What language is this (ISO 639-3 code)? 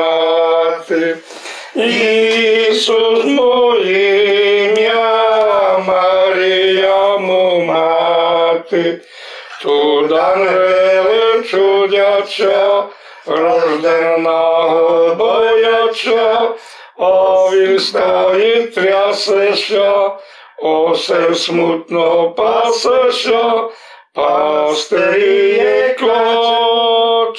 rue